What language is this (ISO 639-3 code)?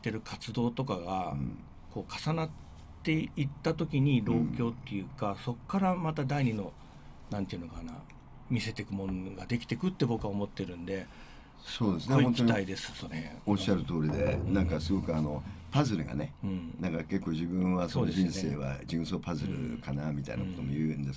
jpn